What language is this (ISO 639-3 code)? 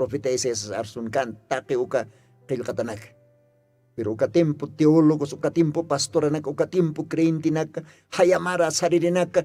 aym